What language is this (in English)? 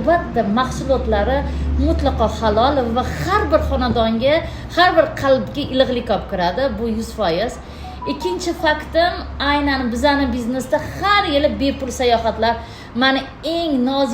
Uzbek